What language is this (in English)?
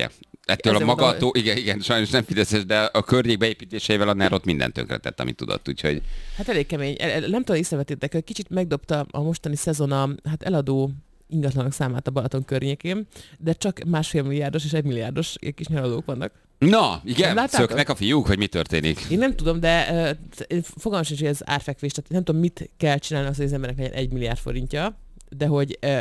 Hungarian